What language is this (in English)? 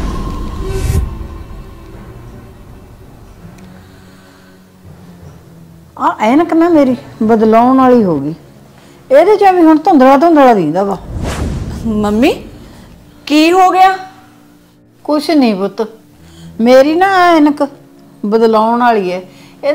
Punjabi